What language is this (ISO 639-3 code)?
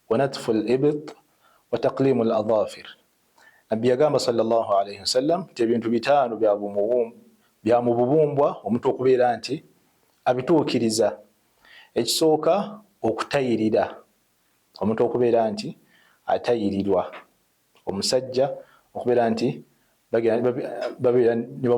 lug